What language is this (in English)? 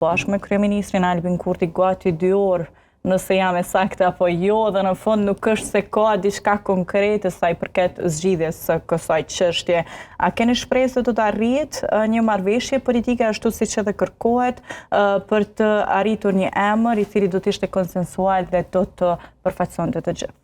Albanian